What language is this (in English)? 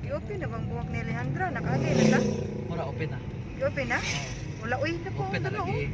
Cebuano